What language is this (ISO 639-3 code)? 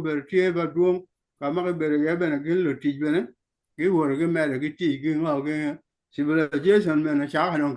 ach